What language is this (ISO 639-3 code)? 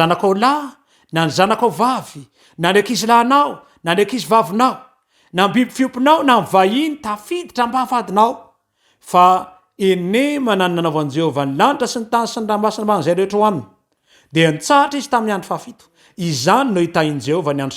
mlg